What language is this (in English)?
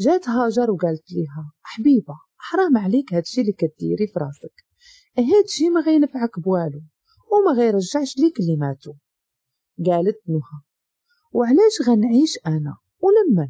Moroccan Arabic